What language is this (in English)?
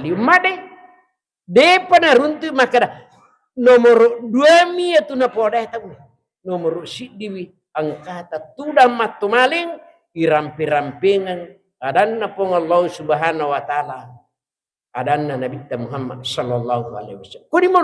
Buginese